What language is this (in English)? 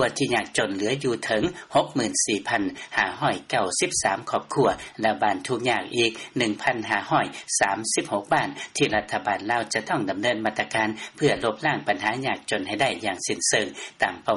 Lao